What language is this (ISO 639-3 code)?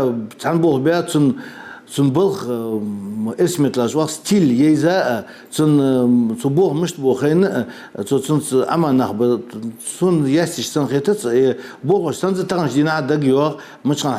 inh